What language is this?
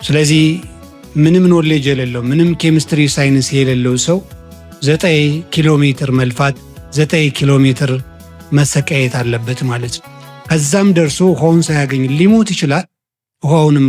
Amharic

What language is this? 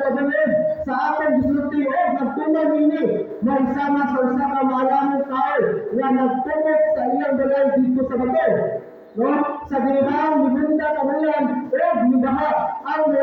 Cebuano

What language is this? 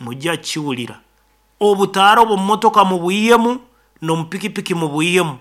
Nyankole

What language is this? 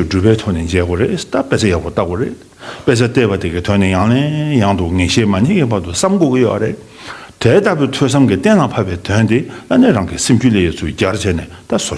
Tibetan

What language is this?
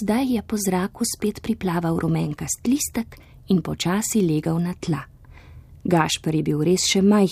Slovenian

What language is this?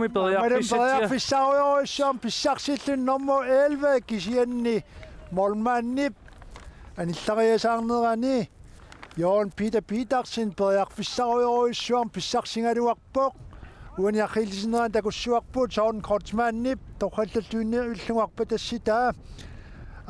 Kalaallisut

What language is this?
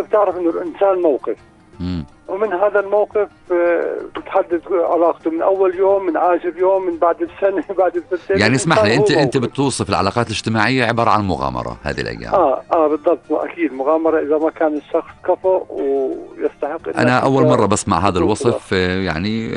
North Levantine Arabic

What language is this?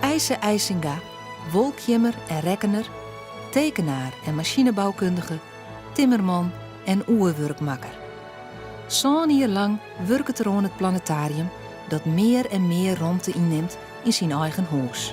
Western Frisian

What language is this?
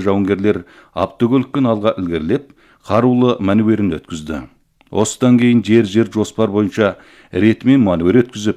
Kazakh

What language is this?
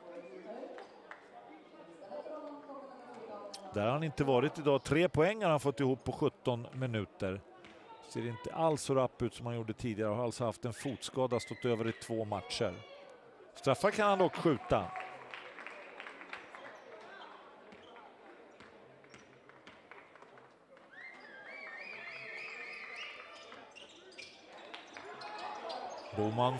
Swedish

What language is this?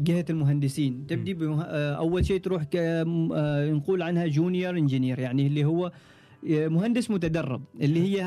Gulf Arabic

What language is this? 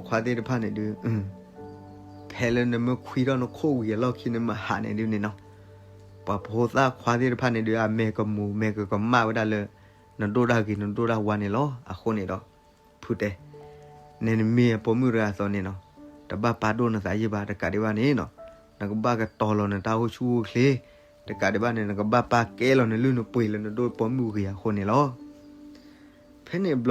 S'gaw Karen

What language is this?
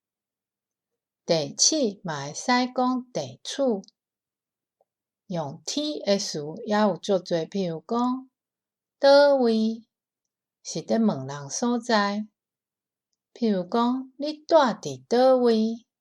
Min Nan Chinese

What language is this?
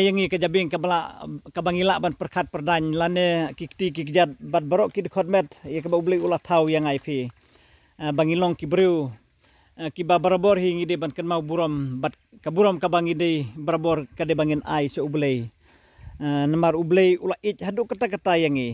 Khasi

